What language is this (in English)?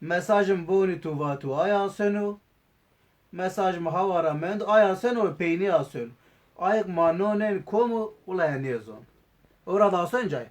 Zaza